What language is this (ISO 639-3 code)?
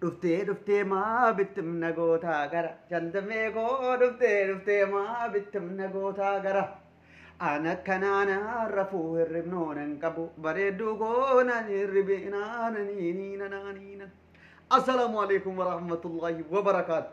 orm